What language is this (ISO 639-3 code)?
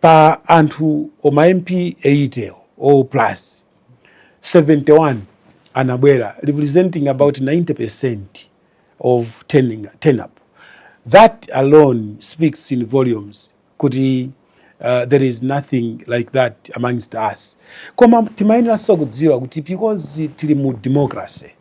nya